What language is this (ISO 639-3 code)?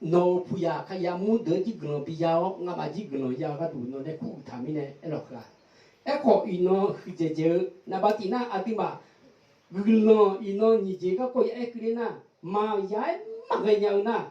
ahk